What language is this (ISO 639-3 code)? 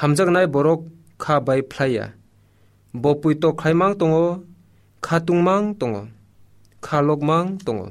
trp